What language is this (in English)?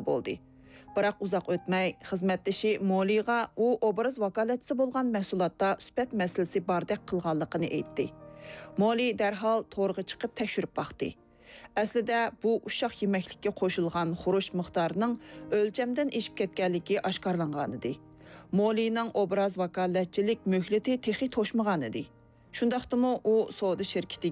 Uyghur